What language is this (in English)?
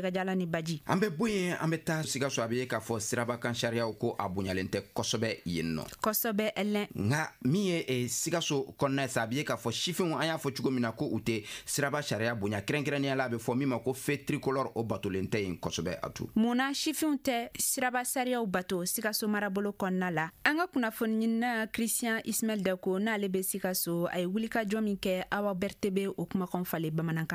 Bambara